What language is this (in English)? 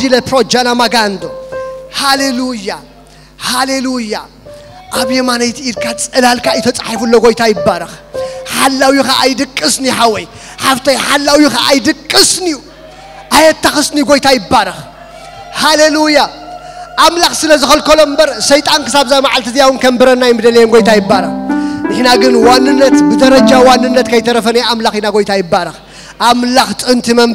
Tigrinya